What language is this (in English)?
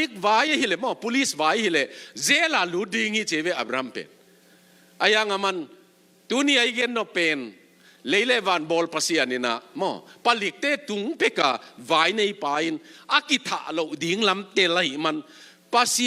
Tedim Chin